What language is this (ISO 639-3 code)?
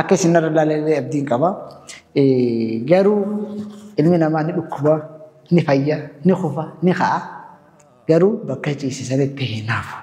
orm